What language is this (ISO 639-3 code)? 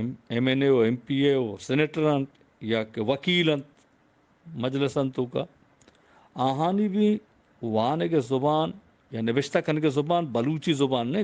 bgp